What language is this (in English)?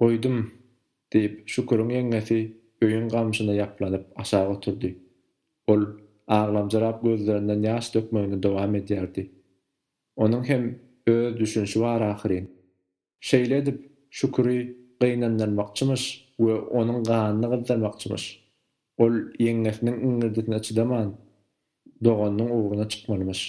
Turkmen